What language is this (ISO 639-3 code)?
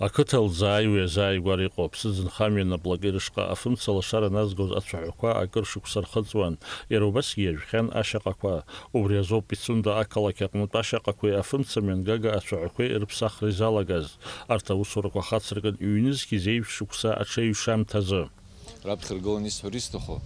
abk